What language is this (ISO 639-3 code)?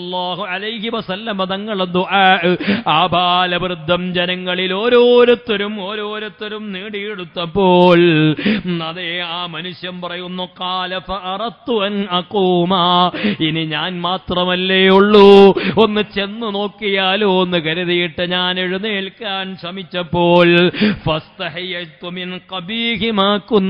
mal